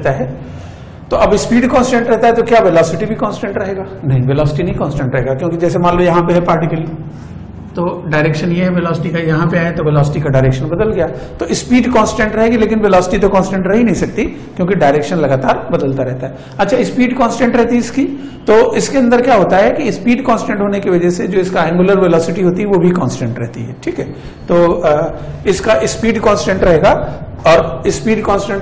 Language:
Hindi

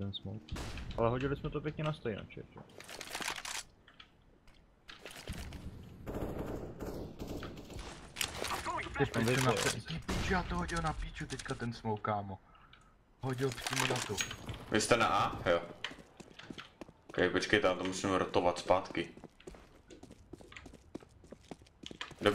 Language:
Czech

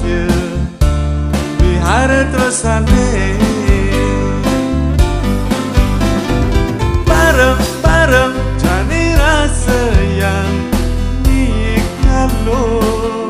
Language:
Balinese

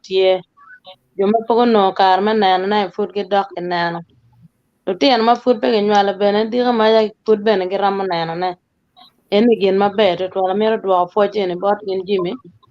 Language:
Acoli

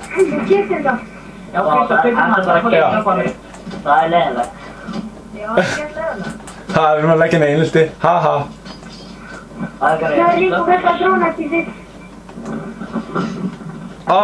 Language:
Icelandic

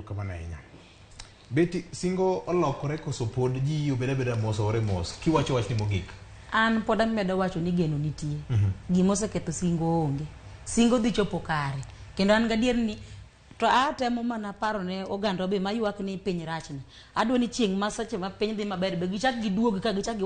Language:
Luo (Kenya and Tanzania)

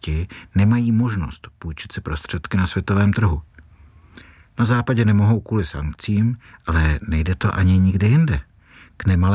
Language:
Czech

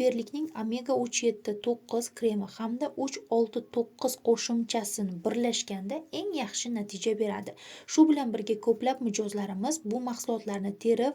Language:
Uzbek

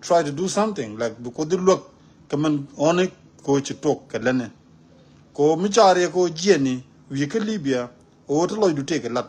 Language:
Nuer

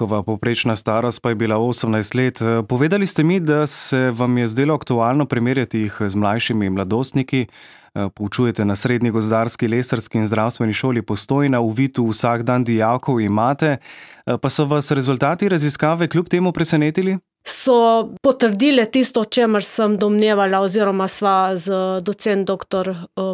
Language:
Slovenian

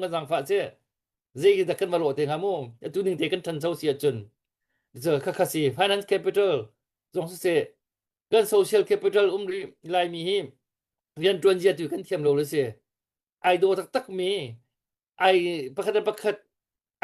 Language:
Hakha Chin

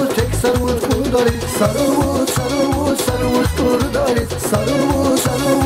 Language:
Tabassaran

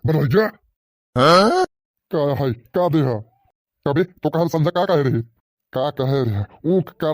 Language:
Bhojpuri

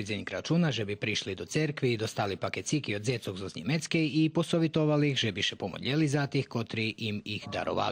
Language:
Rusyn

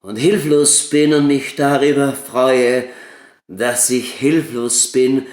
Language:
Bavarian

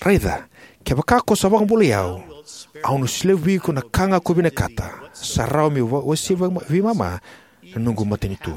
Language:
Fijian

